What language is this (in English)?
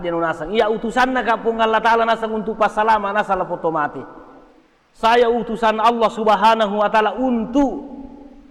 Buginese